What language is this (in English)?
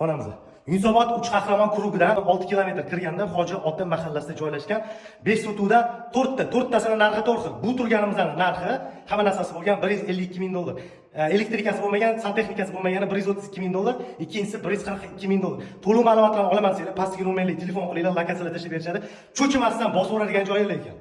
Uzbek